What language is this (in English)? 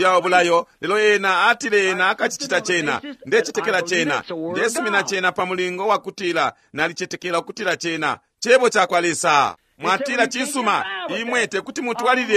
Bemba